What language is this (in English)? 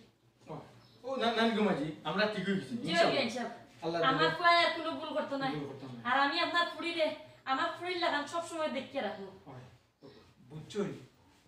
Sylheti